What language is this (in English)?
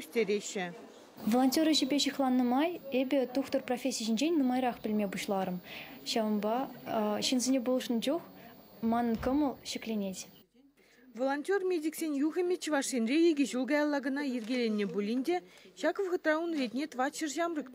Chuvash